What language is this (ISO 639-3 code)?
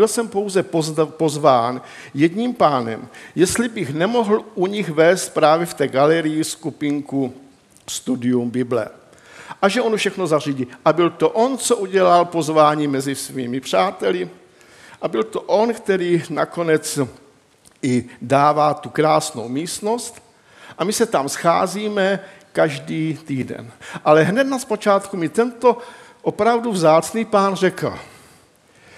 ces